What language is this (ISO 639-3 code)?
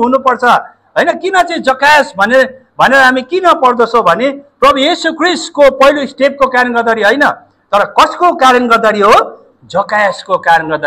nep